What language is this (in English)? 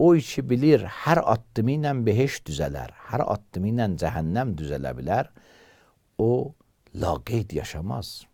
Azerbaijani